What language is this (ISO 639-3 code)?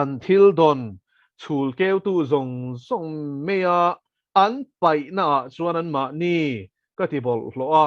lus